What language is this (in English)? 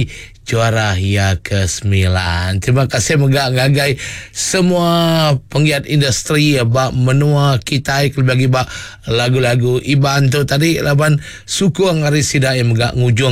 Iban